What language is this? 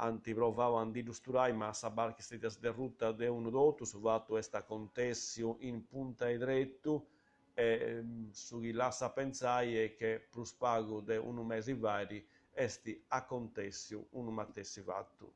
Sardinian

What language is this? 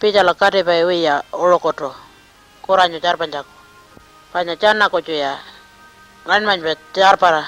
Pitjantjatjara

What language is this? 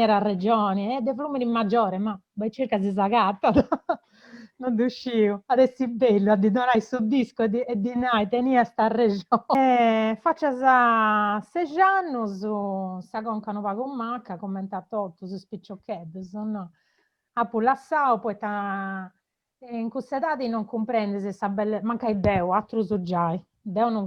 Sardinian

